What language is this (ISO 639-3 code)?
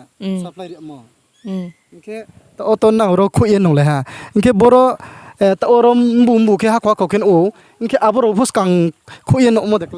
ria